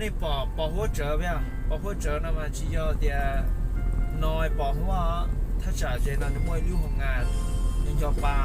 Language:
Hmong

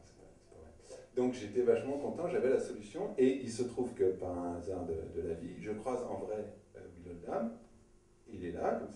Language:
French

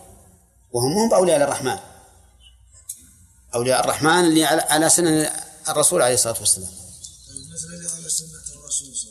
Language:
Arabic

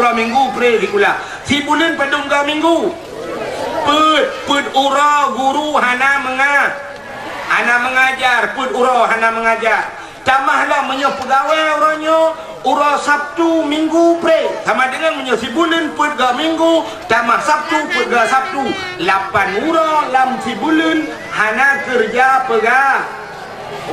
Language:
Achinese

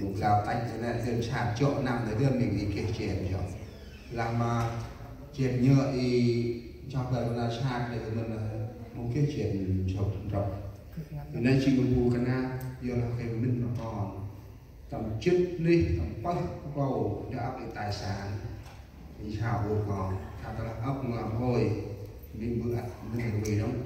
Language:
Central Mnong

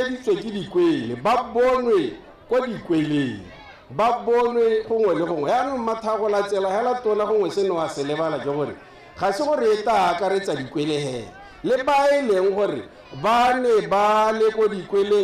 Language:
Tswana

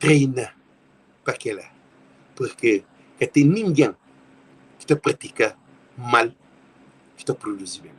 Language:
Kabuverdianu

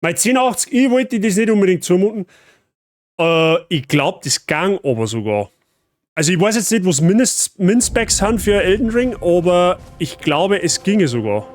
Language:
Bavarian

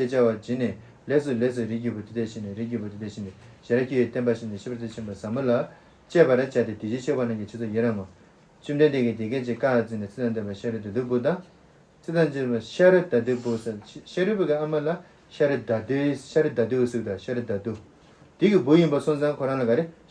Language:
Tibetan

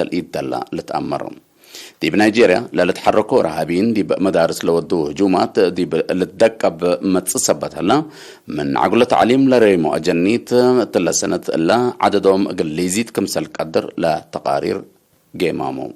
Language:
Tigre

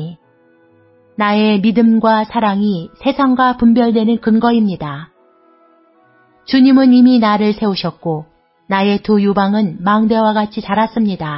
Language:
Korean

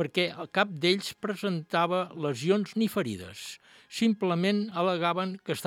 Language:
Catalan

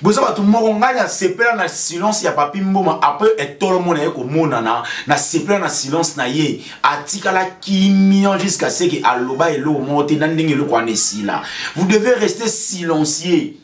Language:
Lingala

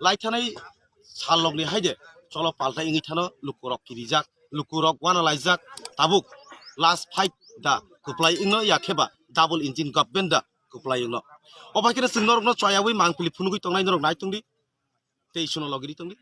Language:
Kok Borok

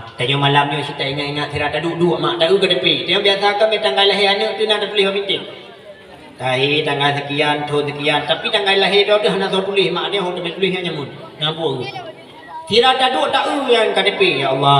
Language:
Achinese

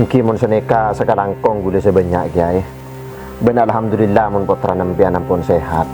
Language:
Madurese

